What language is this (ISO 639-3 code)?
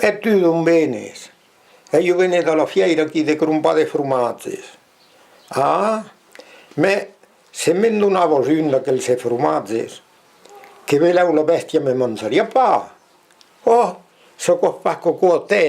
oci